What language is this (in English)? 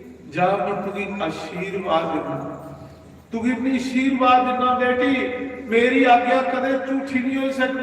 Dogri